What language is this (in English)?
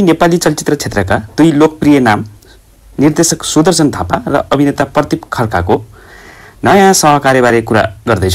Nepali